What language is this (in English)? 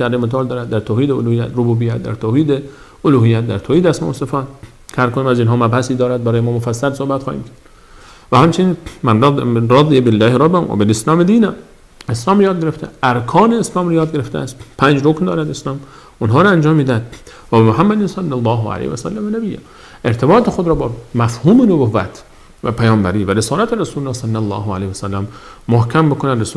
Persian